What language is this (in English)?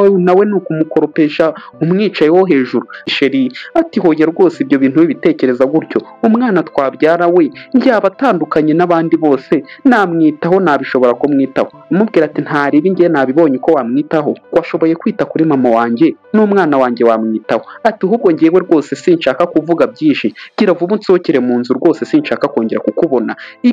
Kinyarwanda